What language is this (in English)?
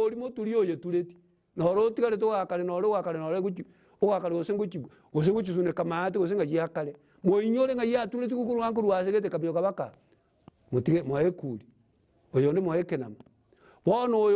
Gusii